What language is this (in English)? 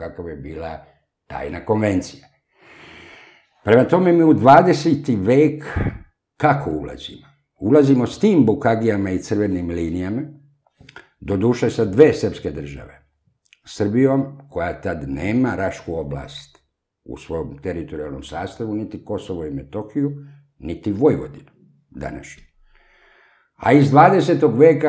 Serbian